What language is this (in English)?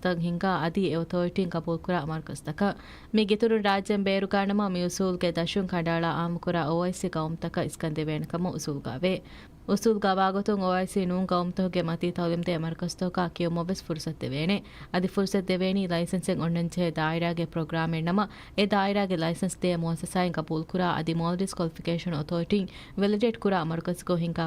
Divehi